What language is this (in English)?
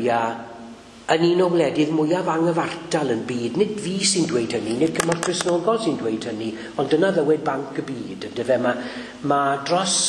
Welsh